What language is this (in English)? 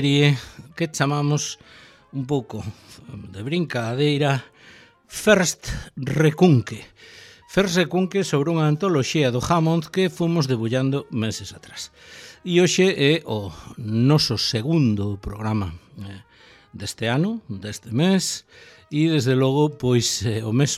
Galician